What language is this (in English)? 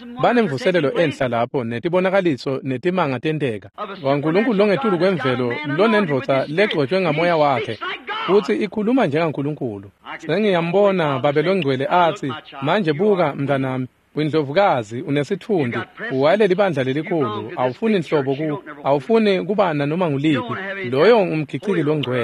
Swati